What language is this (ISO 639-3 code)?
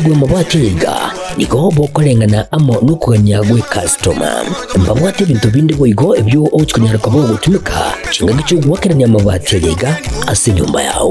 guz